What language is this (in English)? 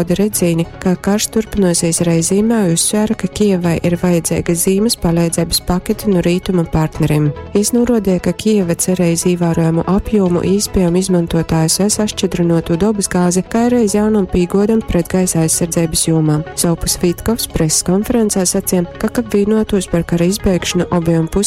Latgalian